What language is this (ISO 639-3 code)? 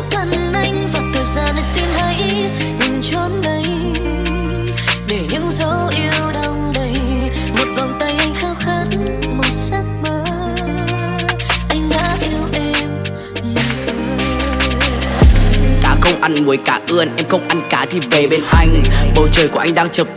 vie